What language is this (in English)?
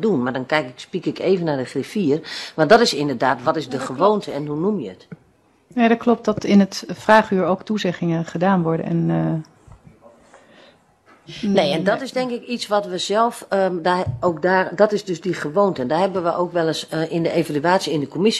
Dutch